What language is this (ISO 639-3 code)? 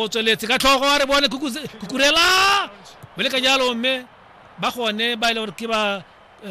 tsn